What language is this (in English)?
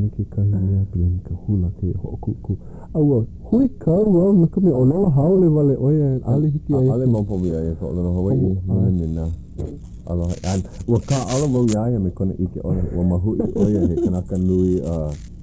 Hawaiian